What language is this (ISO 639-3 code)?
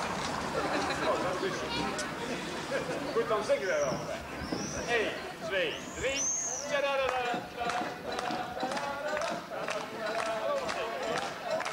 nld